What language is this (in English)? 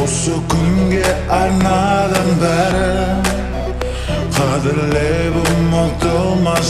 Kazakh